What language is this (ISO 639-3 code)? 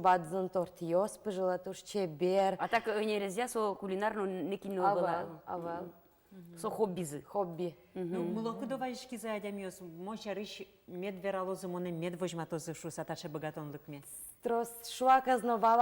udm